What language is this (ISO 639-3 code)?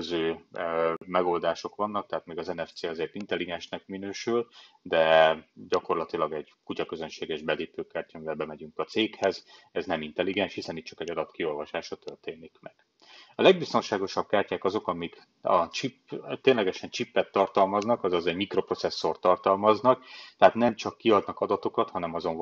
hun